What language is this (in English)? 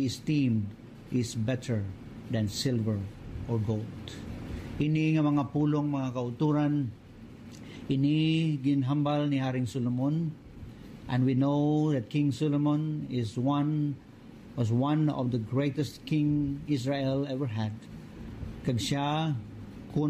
Hiligaynon